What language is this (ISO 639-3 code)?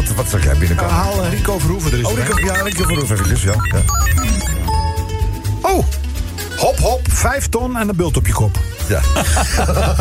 nld